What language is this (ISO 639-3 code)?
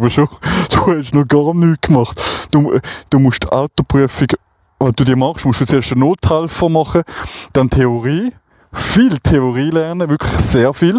gsw